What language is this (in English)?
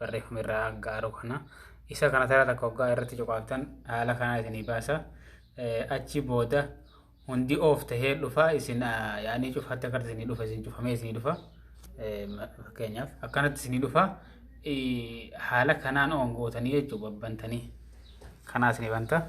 Oromo